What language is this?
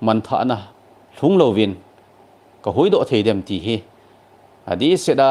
Thado Chin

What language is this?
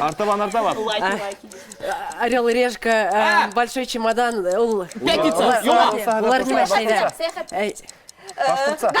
Bashkir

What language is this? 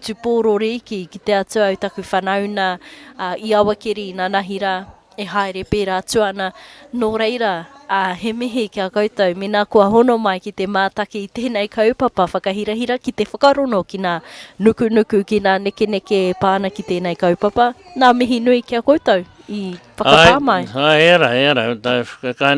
Māori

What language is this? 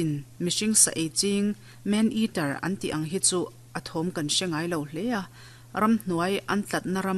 Mizo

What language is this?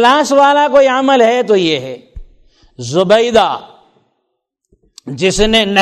Urdu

